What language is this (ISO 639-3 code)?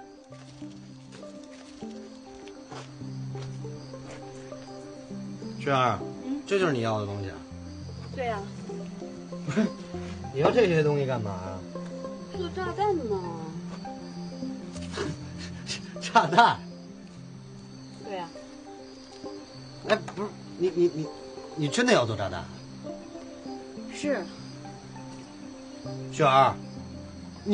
zho